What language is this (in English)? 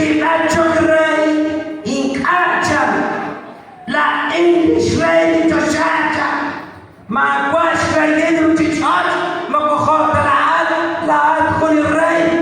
Kekchí